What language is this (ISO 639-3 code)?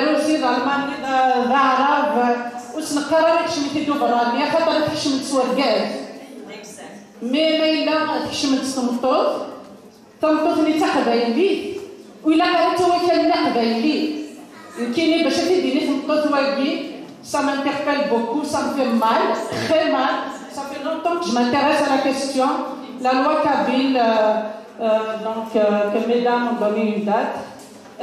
kab